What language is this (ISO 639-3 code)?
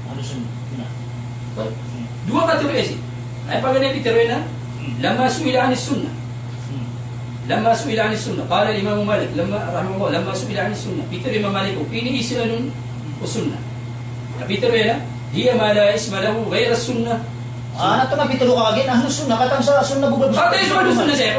mrw